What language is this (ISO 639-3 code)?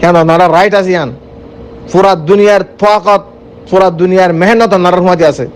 rhg